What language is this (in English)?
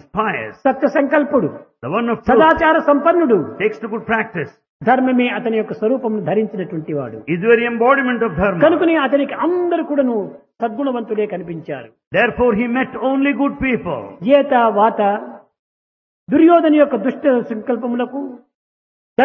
Telugu